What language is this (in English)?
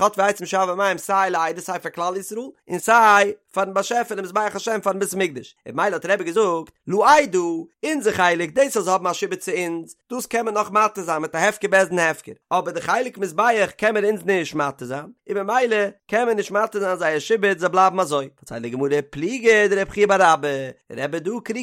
Yiddish